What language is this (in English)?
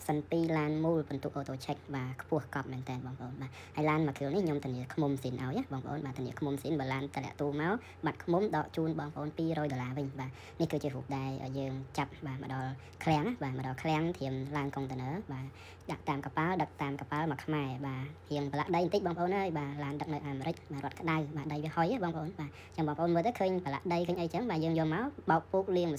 Khmer